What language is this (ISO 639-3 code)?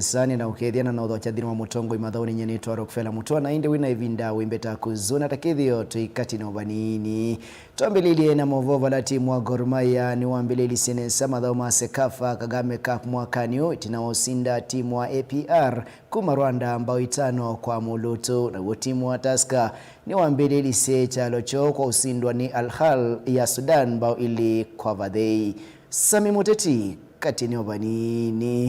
kam